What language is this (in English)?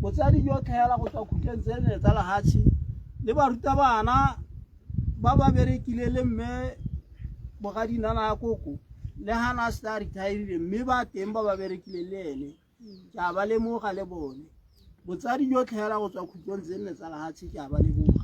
Tswana